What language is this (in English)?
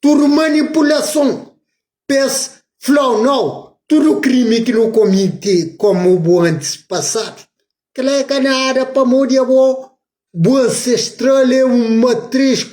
Kabuverdianu